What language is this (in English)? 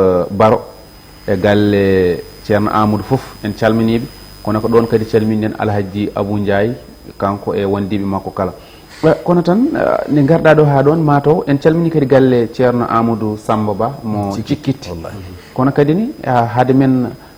Fula